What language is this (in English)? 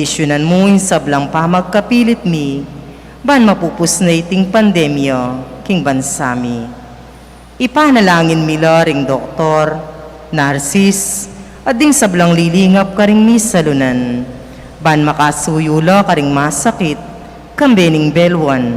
Pampanga